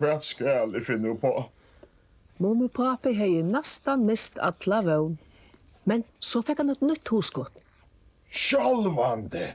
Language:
Faroese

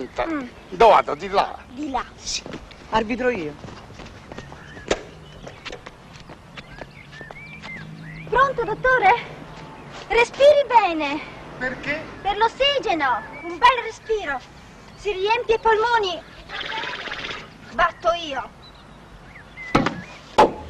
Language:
Italian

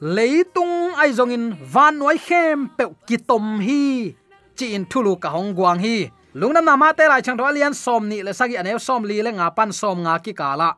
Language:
Tedim Chin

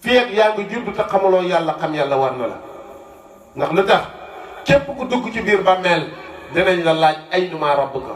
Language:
Wolof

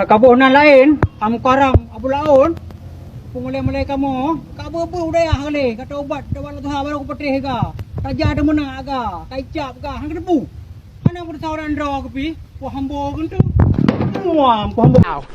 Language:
Achinese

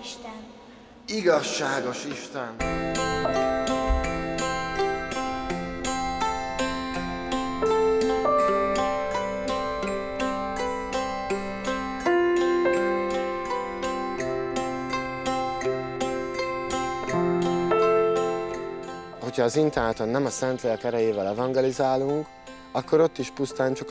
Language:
Hungarian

